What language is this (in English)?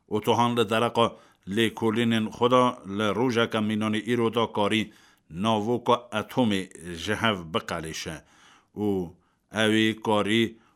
Kurdish